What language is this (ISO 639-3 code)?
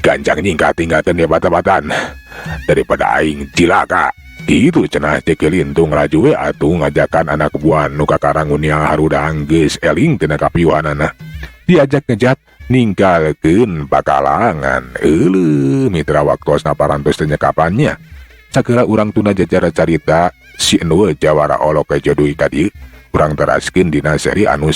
sun